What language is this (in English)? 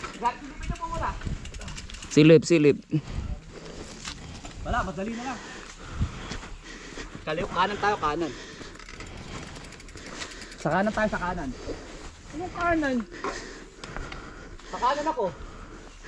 Filipino